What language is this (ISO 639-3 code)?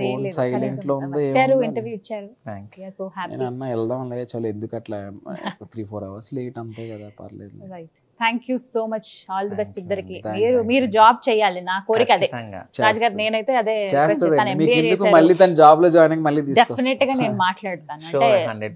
tel